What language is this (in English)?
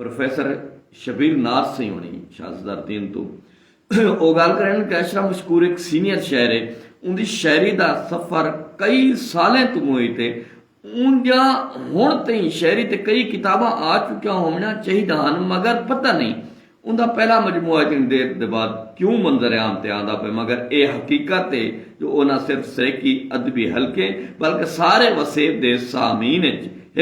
Saraiki